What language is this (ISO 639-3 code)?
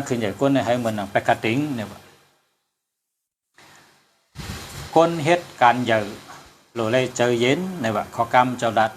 shn